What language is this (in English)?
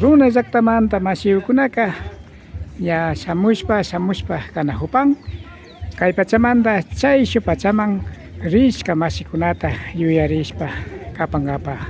Imbabura Highland Quichua